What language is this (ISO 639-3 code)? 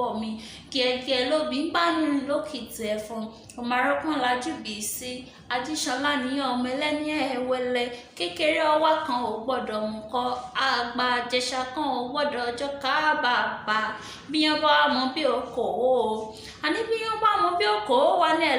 yor